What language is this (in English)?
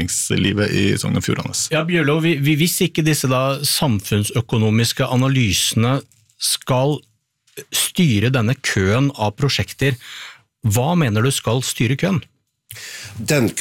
Norwegian